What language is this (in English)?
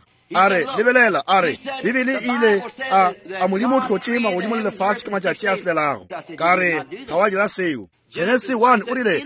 Northern Sotho